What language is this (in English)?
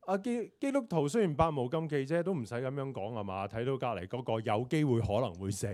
Cantonese